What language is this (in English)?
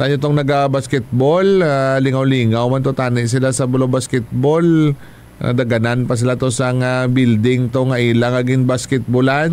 Hiligaynon